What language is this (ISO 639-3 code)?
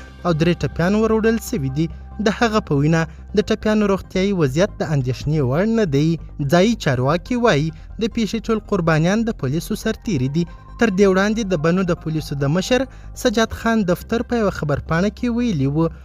pus